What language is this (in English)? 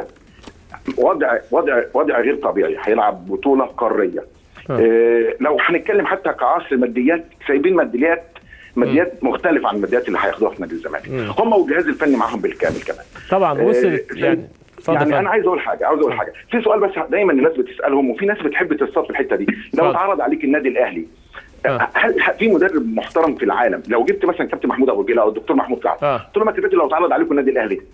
Egyptian Arabic